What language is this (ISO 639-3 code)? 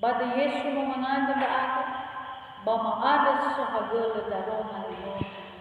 nia